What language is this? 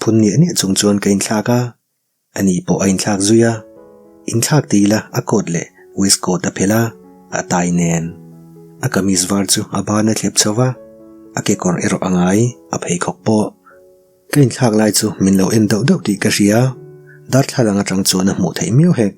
Mizo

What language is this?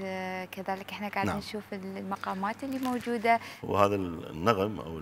Mesopotamian Arabic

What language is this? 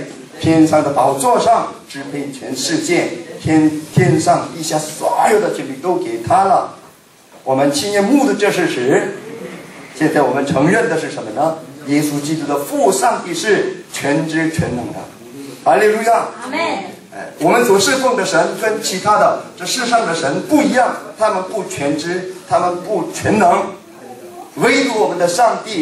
Chinese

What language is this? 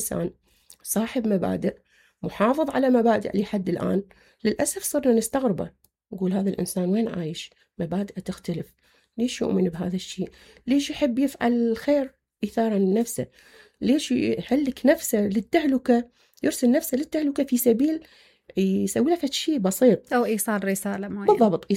Mesopotamian Arabic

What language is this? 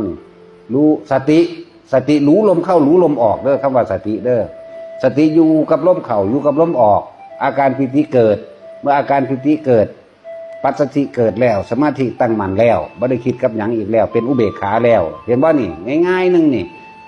Northeastern Thai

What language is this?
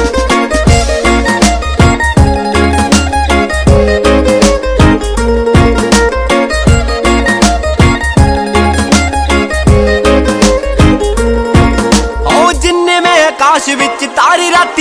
Punjabi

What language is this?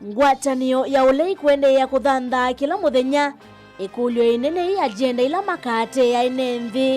Kamba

